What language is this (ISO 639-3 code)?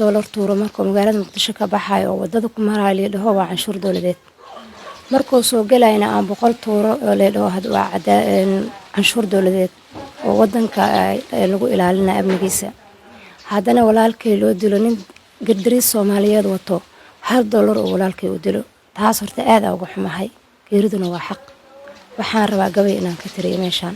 som